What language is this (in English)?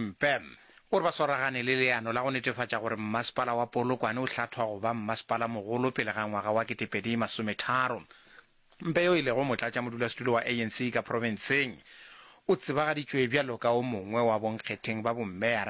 Northern Sotho